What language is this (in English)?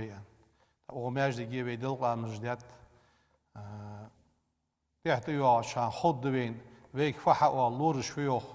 Ingush